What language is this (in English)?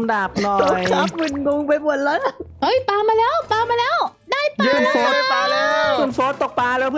Thai